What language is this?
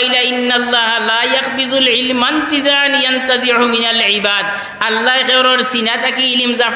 Sylheti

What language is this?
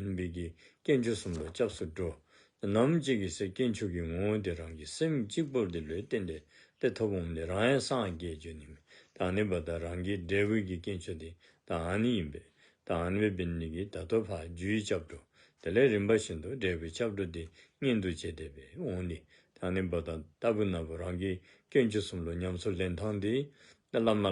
Dzongkha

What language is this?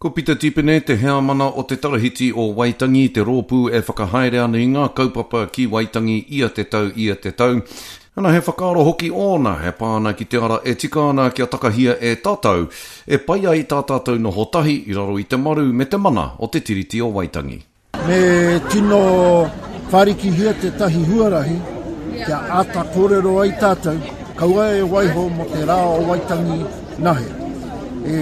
Māori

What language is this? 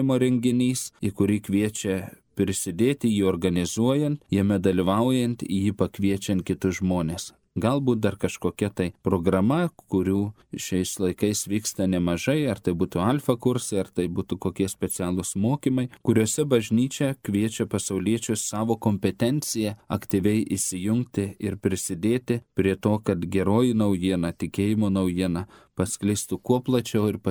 Lithuanian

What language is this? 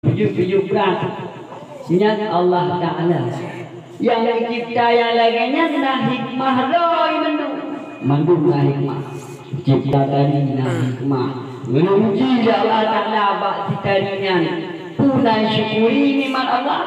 Achinese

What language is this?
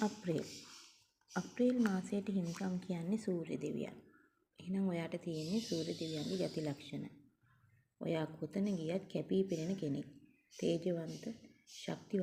Sinhala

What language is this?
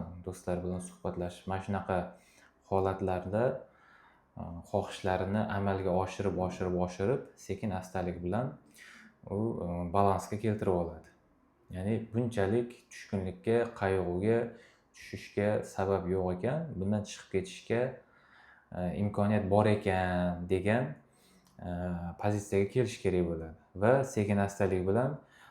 Uzbek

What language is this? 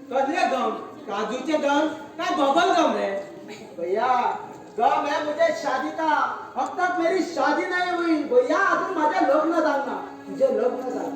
Konkani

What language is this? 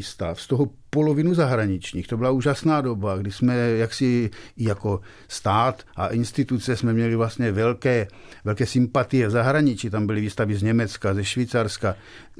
Czech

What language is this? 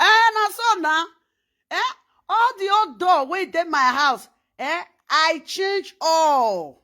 Nigerian Pidgin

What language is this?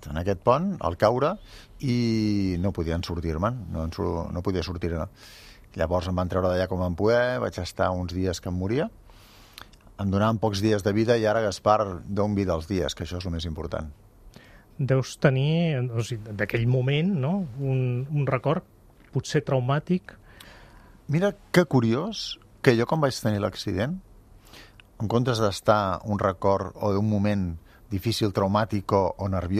Catalan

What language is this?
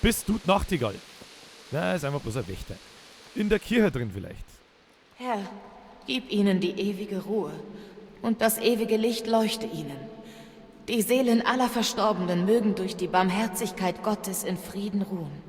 Bavarian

